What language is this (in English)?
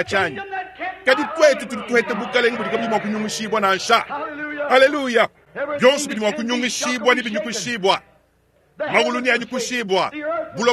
Luba-Lulua